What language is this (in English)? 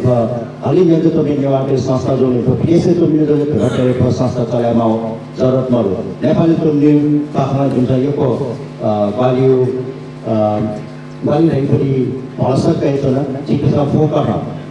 Newari